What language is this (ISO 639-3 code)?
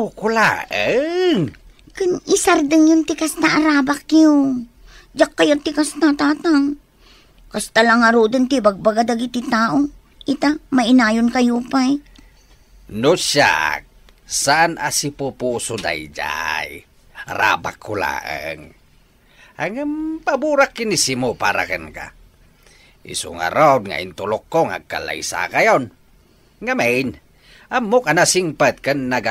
ilo